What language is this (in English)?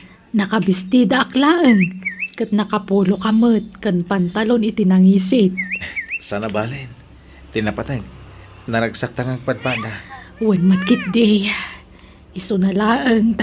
Iloko